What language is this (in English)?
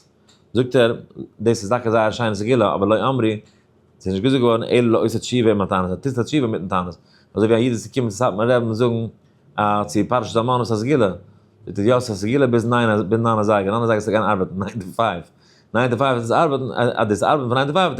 Yiddish